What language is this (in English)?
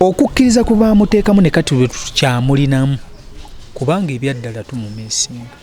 Ganda